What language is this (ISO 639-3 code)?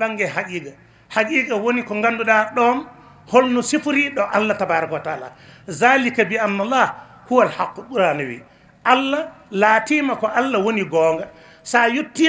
ful